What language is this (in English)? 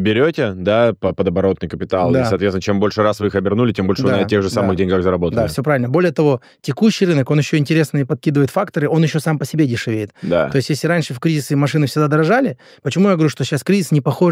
Russian